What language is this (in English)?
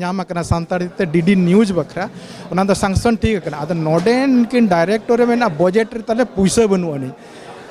Santali